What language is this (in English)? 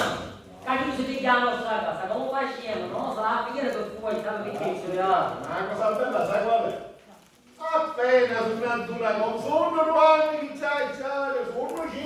Sicilian